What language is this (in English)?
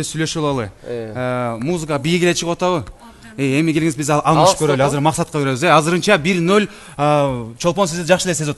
Kyrgyz